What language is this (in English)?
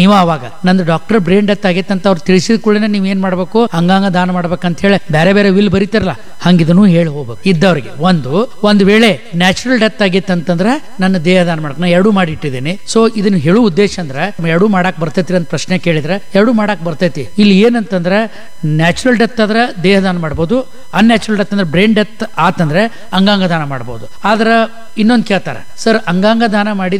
Kannada